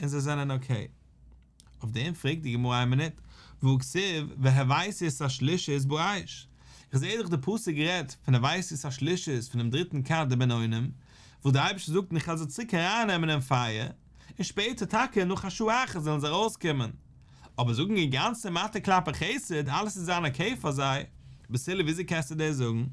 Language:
Yiddish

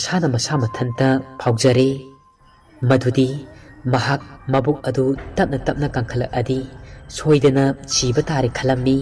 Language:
Manipuri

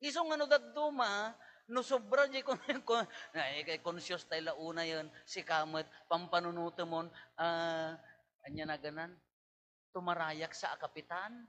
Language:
Iloko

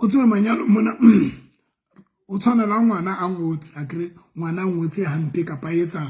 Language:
Southern Sotho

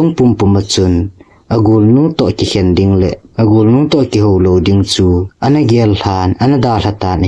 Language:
Thado Chin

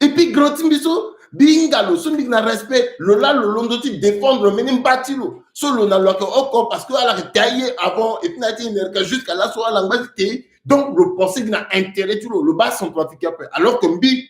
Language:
Sango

